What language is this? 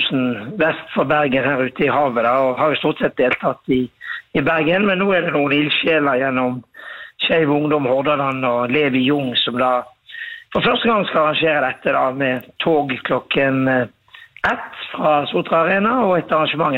Norwegian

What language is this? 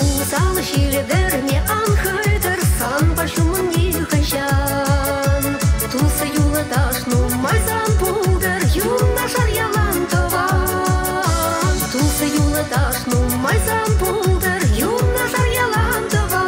Chuvash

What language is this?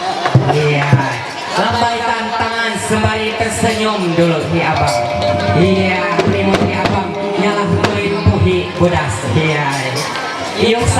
Ma'anyan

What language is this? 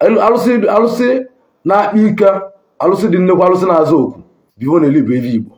Igbo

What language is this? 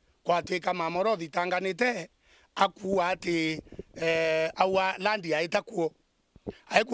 Meru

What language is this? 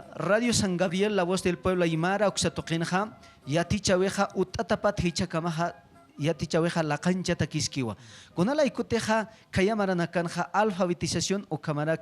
Aymara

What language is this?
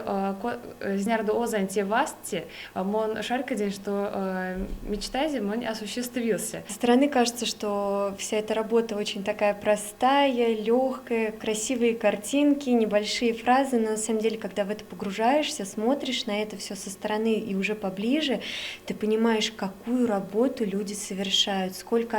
Erzya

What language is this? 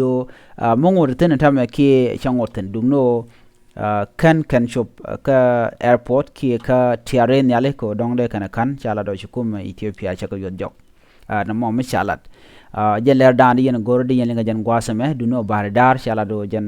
Nuer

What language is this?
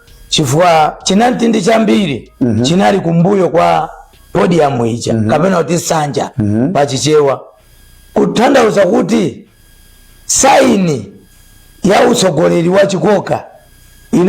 Nyanja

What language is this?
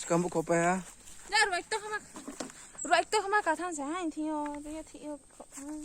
Riang (India)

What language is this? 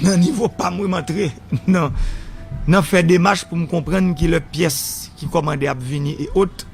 Haitian Creole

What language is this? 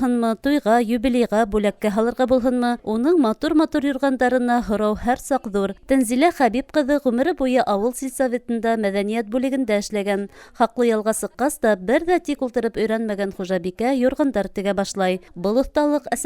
Bashkir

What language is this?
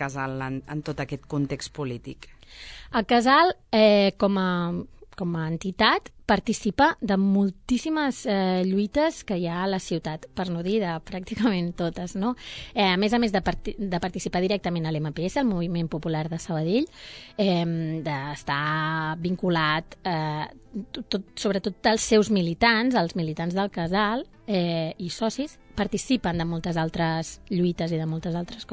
Catalan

